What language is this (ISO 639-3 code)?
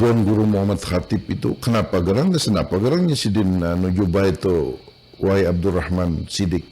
bjn